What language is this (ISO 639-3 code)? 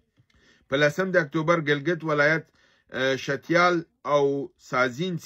pus